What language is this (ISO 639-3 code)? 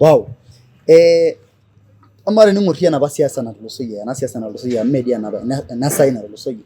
mas